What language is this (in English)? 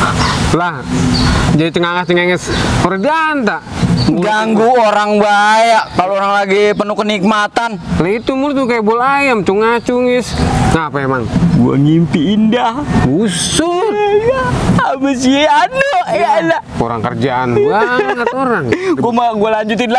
Betawi